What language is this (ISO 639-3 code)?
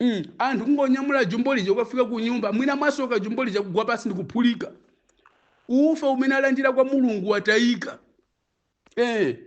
nya